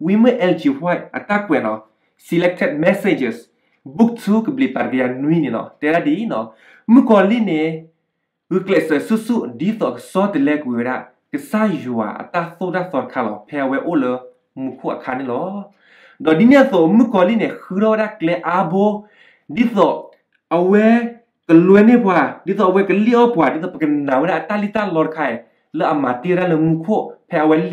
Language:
S'gaw Karen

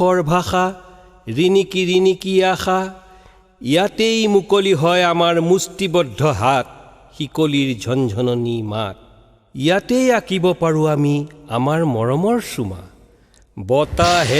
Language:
Assamese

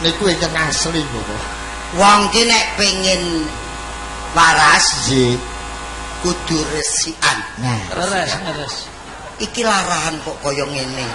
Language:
Javanese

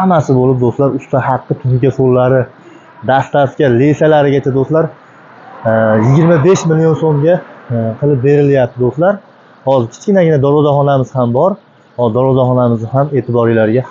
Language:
Uzbek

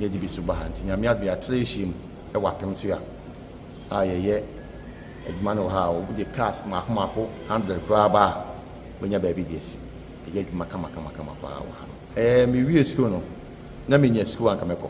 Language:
Akan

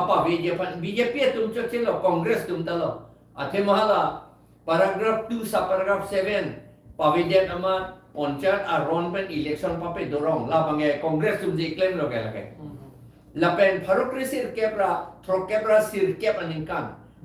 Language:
Karbi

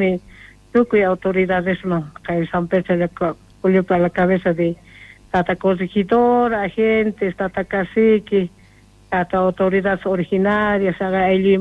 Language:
South Bolivian Quechua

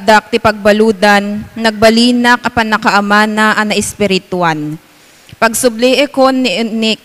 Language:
Iloko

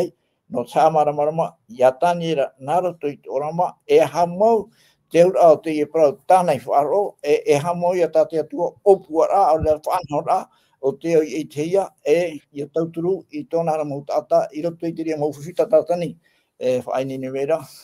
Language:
Tahitian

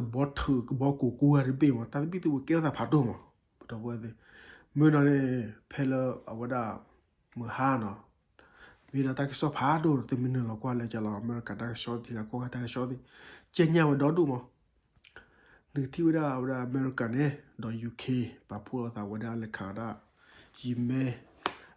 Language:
S'gaw Karen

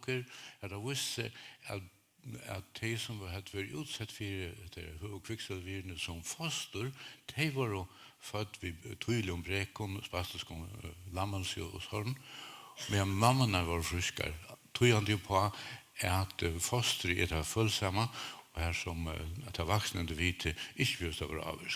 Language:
Faroese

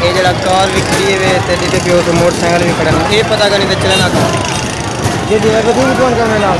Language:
Saraiki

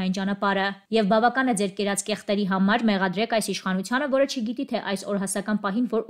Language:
Armenian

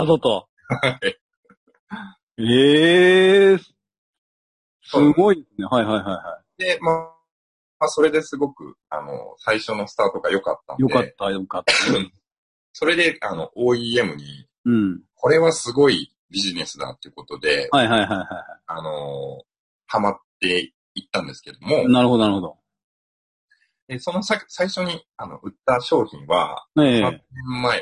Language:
Japanese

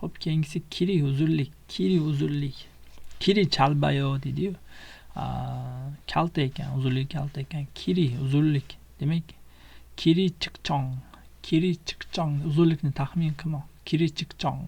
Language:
Uzbek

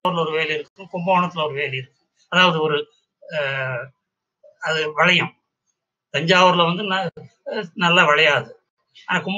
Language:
Tamil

